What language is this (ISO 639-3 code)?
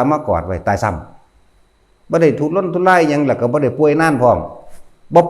tts